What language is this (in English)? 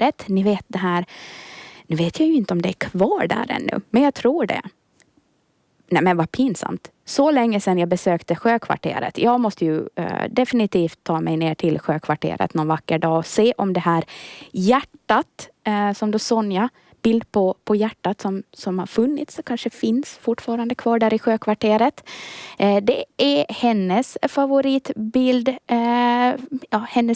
Swedish